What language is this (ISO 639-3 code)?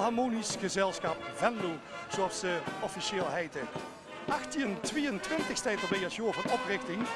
lim